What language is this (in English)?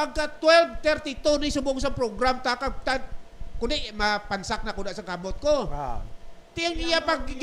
Hiligaynon